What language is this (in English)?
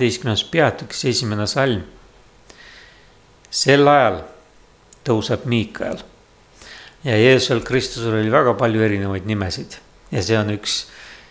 Estonian